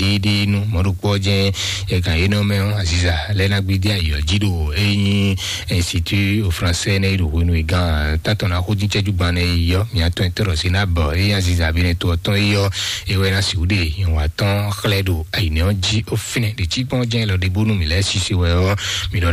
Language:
Fon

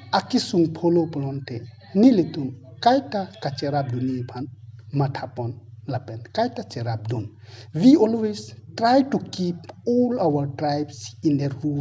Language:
Karbi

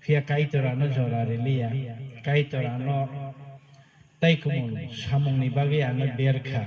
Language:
Kok Borok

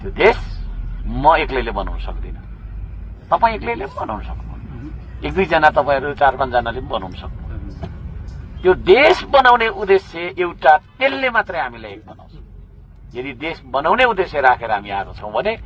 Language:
Nepali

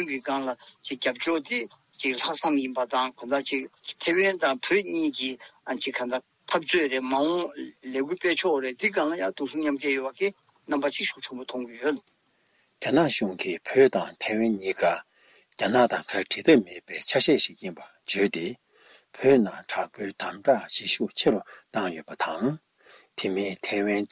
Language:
Tibetan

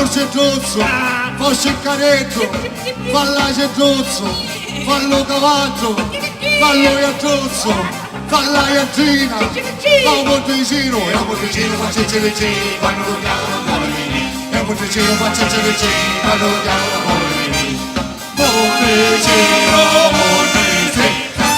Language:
Sicilian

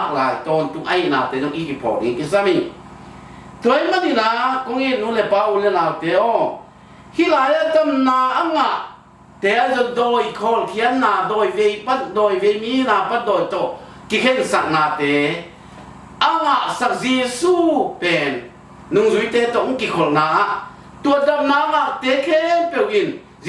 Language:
Tedim Chin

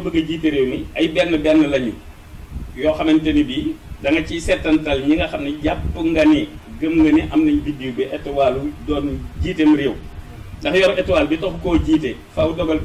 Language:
Wolof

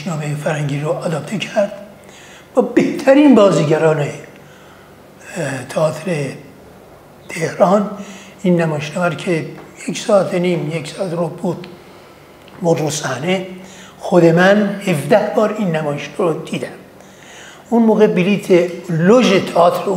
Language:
Persian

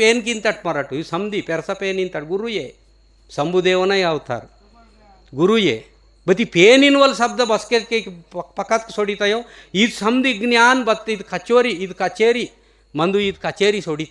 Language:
Gondi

